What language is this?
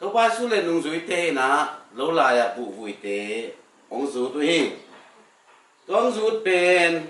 Tedim Chin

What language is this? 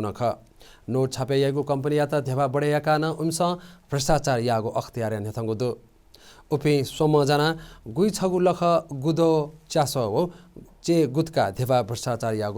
Newari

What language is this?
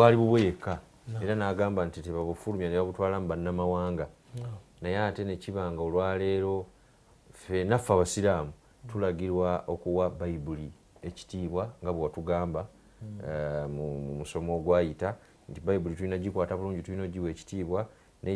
Ganda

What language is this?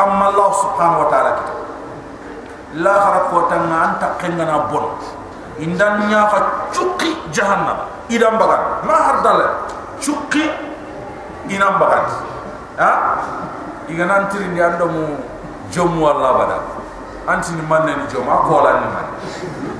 Soninke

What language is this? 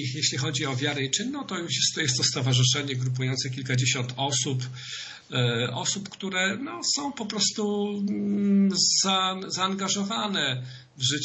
Polish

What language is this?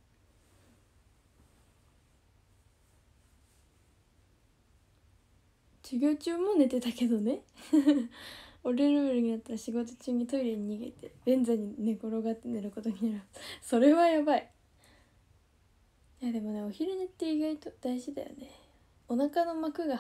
Japanese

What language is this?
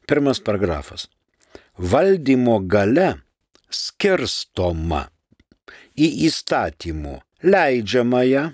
Lithuanian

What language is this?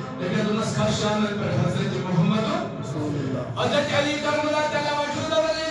Kashmiri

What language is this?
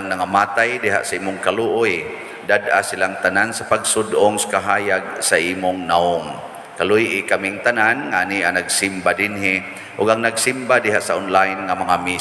Cebuano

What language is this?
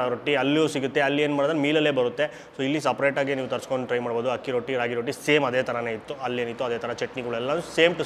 Kannada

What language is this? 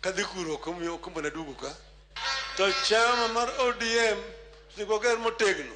Luo (Kenya and Tanzania)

